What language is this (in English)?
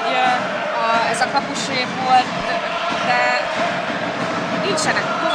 Hungarian